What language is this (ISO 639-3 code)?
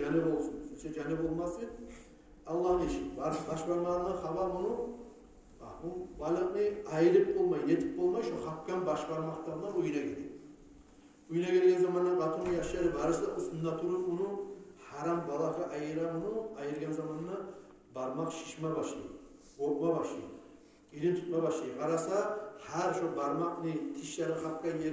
kum